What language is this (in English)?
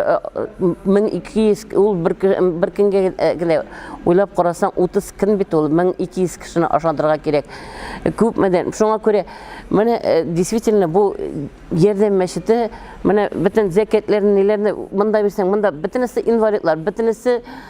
Tatar